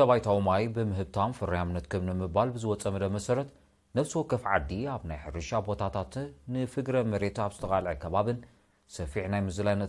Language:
Tigrinya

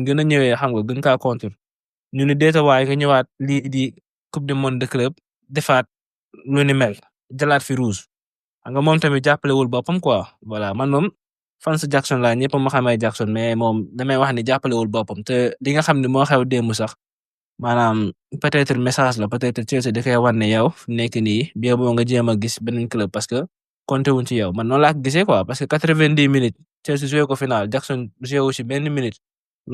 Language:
Wolof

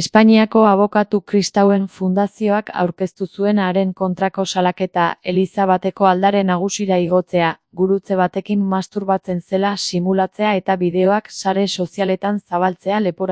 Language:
Basque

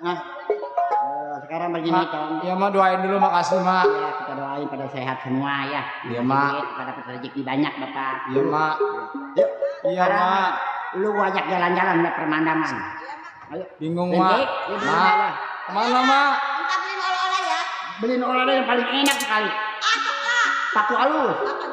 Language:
Betawi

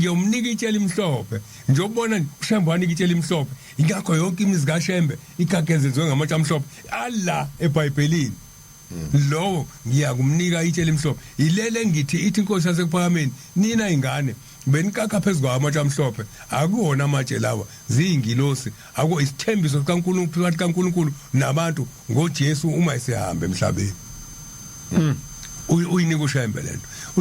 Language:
Zulu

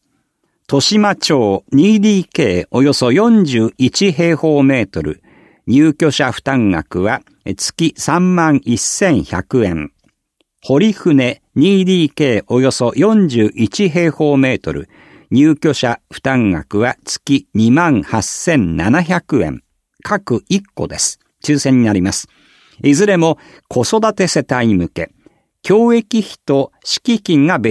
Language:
Japanese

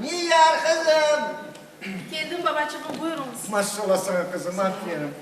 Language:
Crimean Tatar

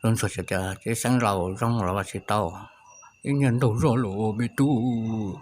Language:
Hmong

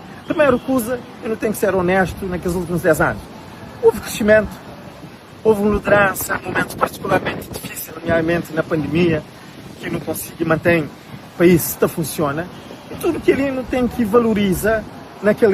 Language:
Kabuverdianu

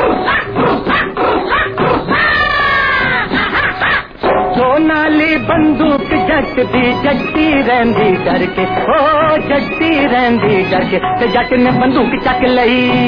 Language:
Punjabi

